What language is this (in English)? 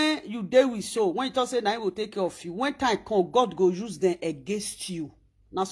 Nigerian Pidgin